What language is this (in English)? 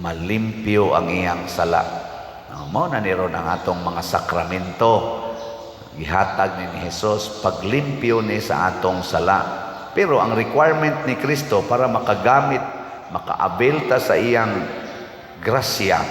Cebuano